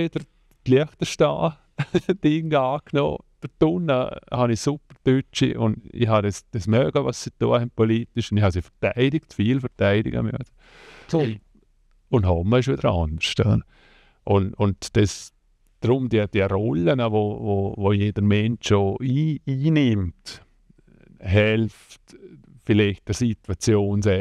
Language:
Swiss German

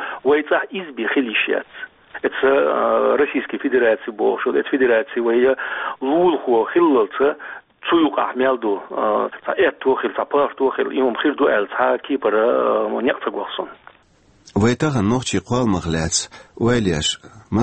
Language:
Chechen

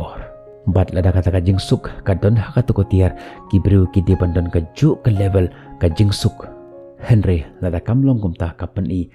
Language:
Khasi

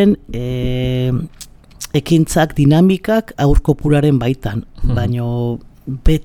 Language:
Basque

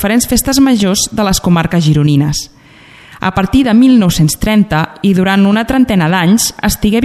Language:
Catalan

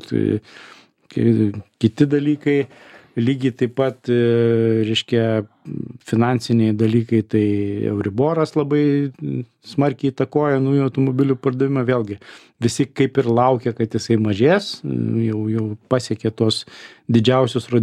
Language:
Lithuanian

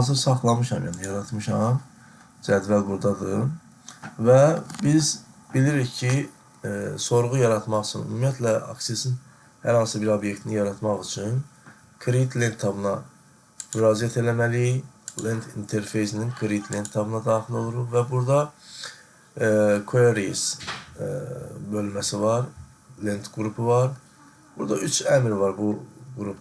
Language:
Azerbaijani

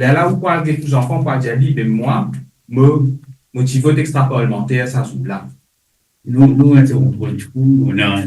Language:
Morisyen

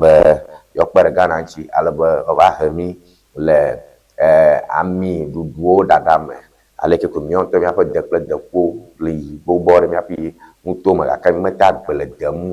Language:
Ewe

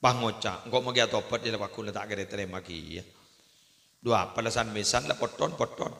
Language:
Madurese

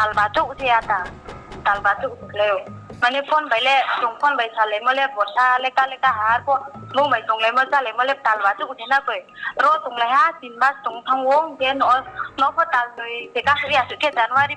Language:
Riang (India)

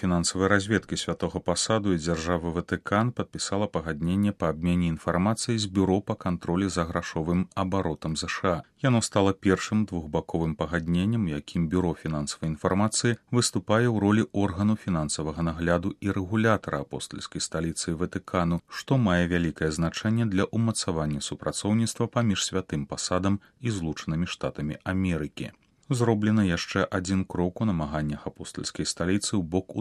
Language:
Belarusian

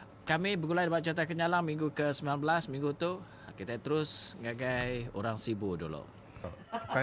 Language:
Iban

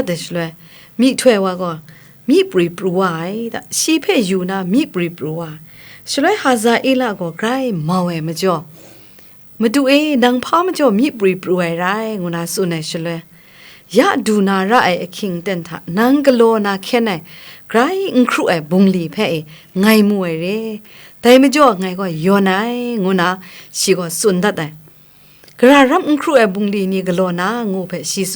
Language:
Kachin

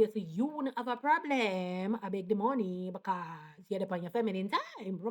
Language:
Jamaican Creole English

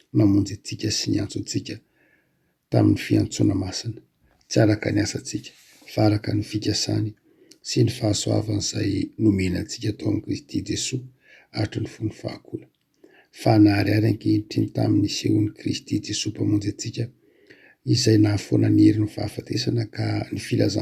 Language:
Malagasy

